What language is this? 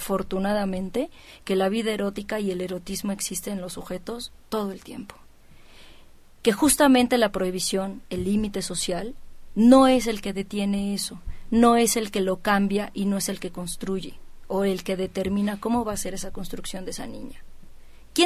Spanish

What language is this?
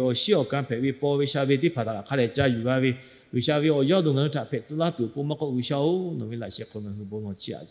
Lahu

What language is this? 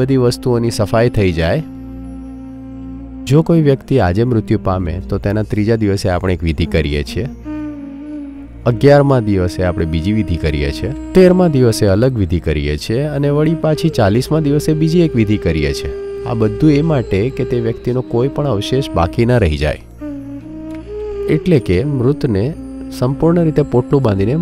Gujarati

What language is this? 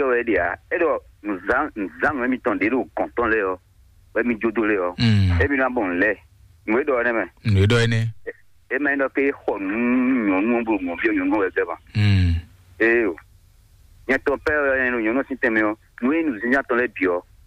Fon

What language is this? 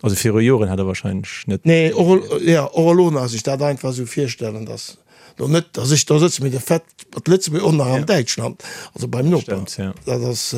Luxembourgish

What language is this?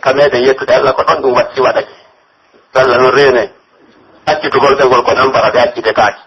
Pular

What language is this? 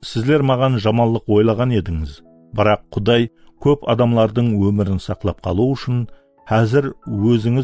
Kara-Kalpak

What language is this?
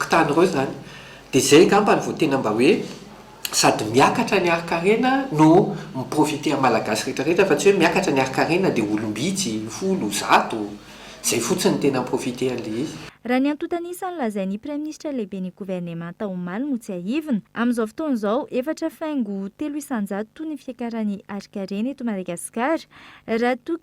Malagasy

